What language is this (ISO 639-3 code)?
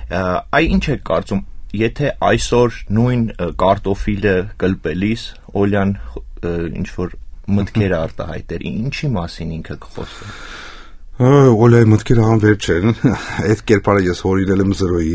hye